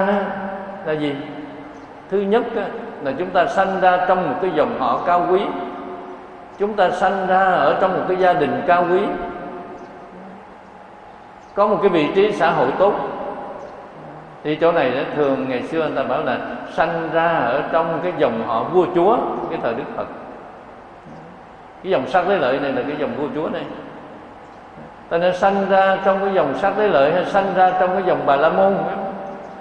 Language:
Vietnamese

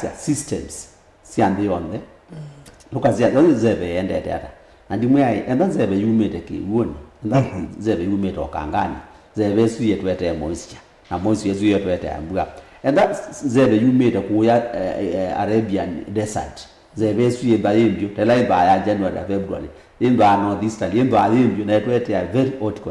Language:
Kamba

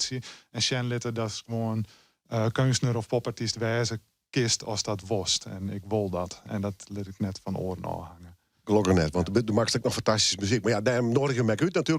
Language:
Western Frisian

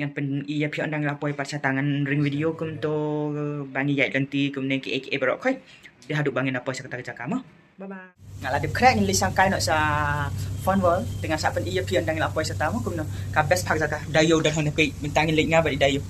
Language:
Khasi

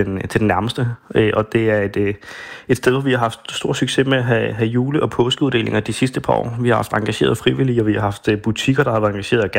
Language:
Danish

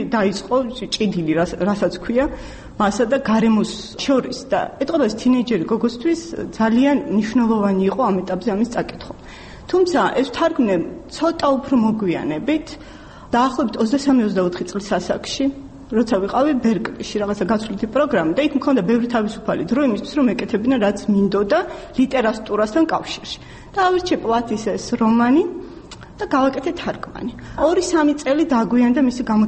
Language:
Georgian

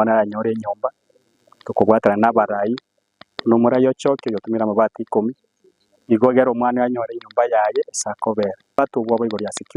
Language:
Gusii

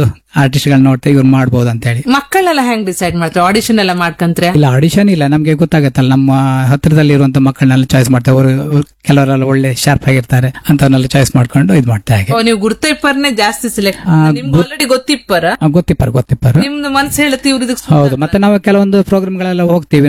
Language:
Kannada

